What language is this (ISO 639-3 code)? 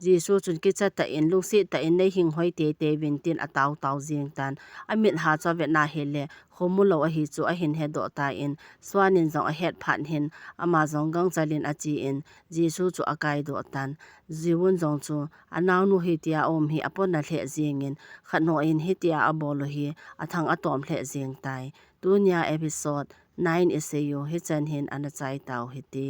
tcz